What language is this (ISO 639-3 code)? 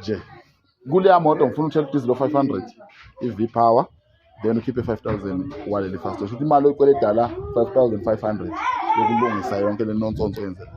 zul